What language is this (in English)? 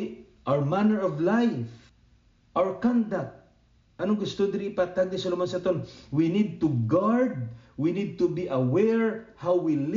Hiligaynon